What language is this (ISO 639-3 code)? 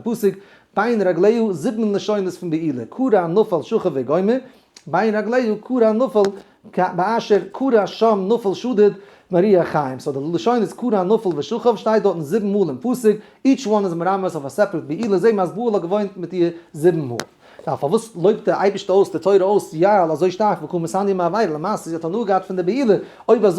yid